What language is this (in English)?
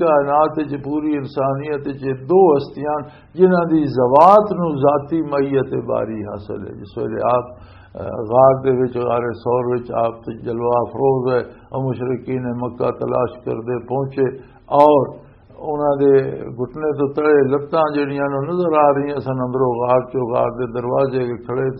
Western Panjabi